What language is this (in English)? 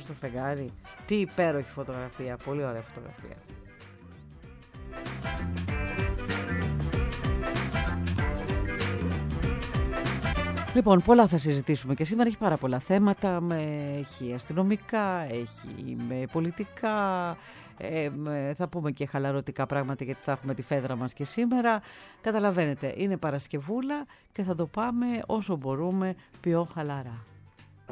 Greek